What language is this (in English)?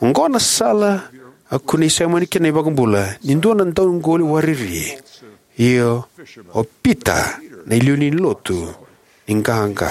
Fijian